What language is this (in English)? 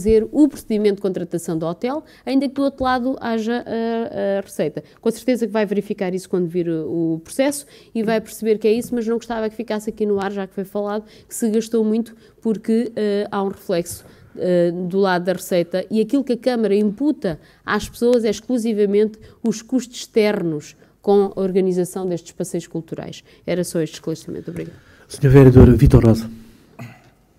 Portuguese